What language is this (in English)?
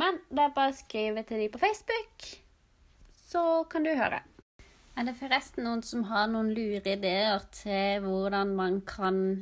Norwegian